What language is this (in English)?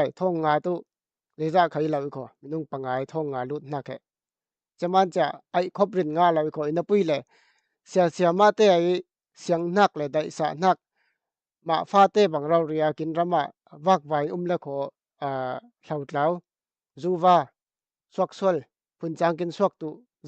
Falam Chin